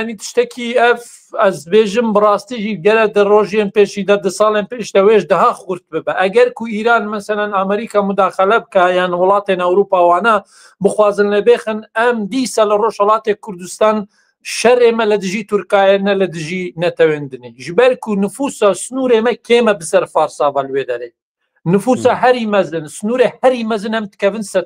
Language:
Kurdish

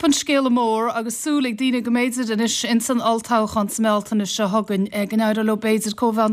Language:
Irish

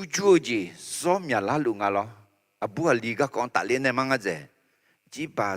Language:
Akha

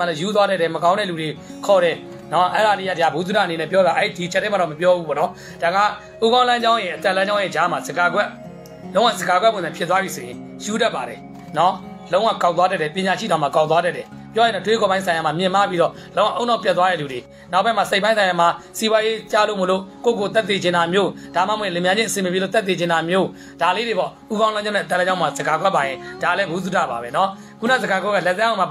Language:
Burmese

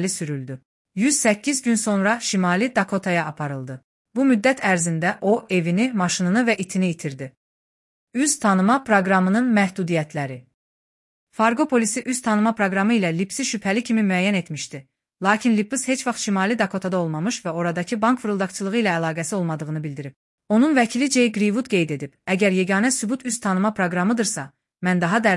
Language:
Azerbaijani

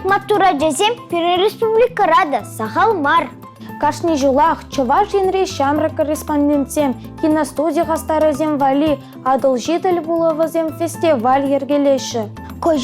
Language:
Chuvash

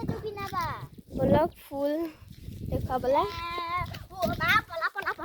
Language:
Assamese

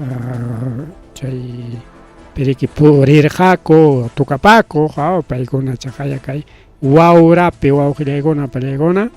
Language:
Ayacucho Quechua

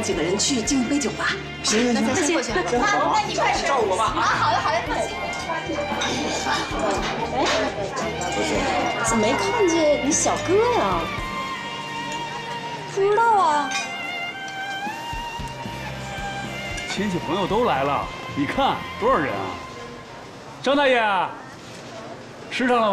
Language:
Chinese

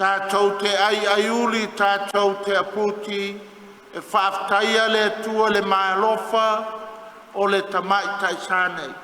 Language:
Samoan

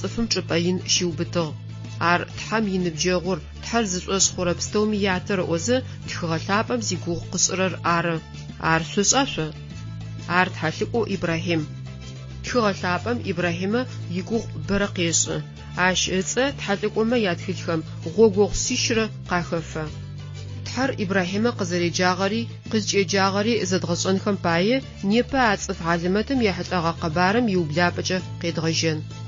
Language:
Adyghe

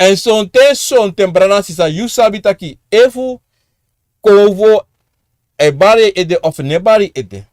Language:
Sranan Tongo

